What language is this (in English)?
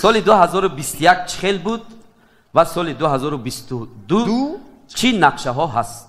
Tajik